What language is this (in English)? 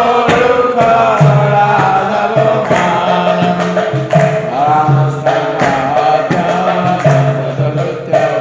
Odia